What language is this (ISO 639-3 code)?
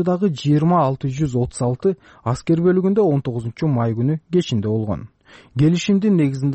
kir